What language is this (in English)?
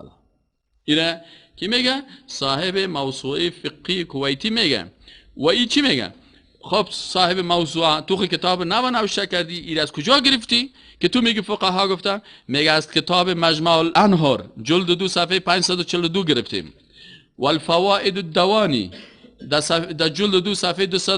Persian